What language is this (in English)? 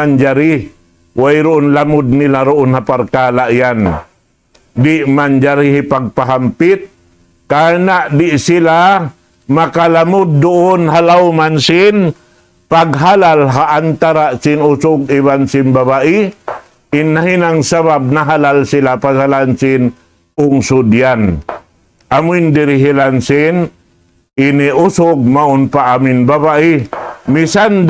Tausug